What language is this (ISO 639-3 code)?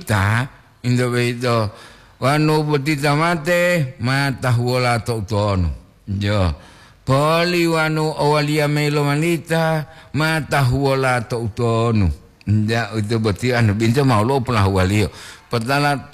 gor